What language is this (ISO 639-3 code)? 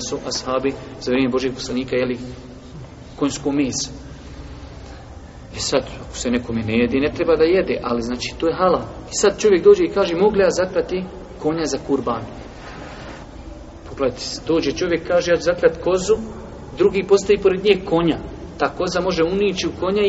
bos